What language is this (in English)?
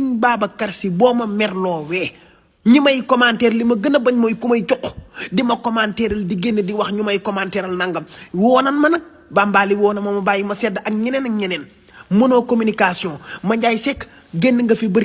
Wolof